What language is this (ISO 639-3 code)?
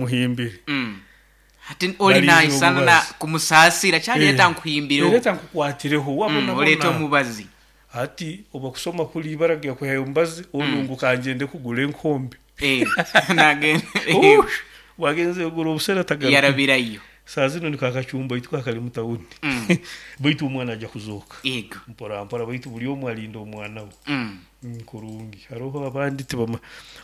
nyo